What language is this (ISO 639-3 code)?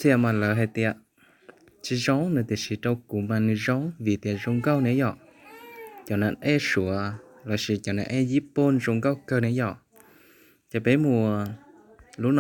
hmn